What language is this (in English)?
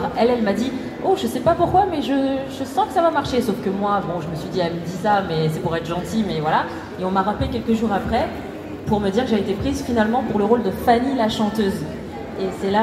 French